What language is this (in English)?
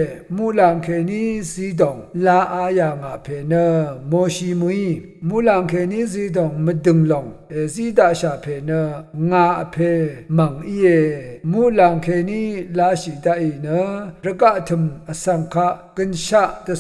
Rawang